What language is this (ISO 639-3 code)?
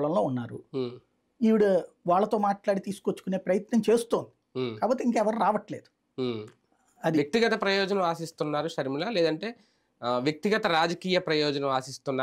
tel